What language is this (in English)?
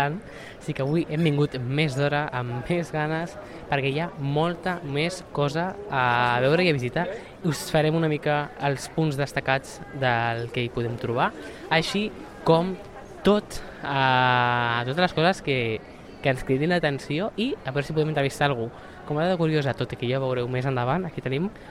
Catalan